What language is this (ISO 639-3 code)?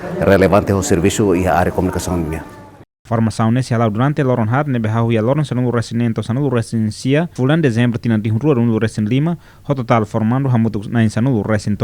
tet